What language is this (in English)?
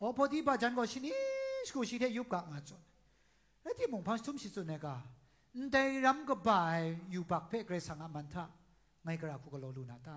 Kachin